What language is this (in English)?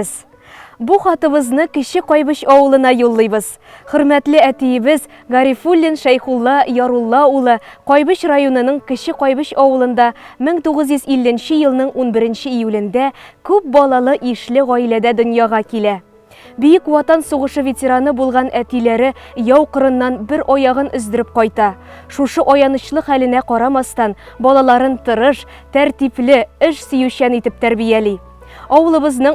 Tatar